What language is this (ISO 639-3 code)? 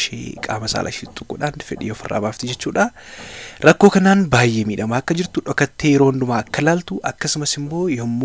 orm